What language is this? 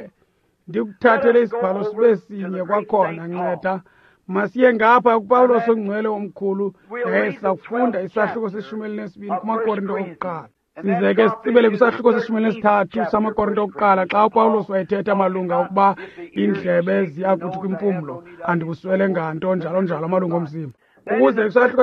Xhosa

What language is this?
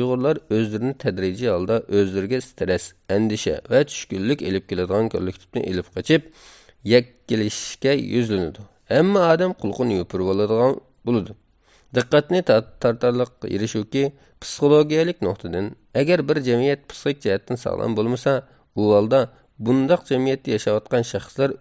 Uyghur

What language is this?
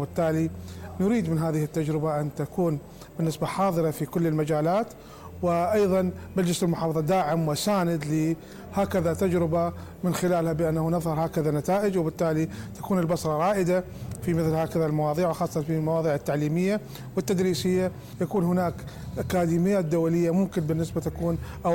Mesopotamian Arabic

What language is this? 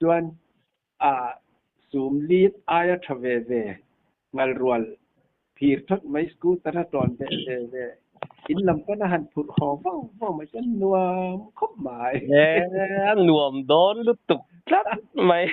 Mizo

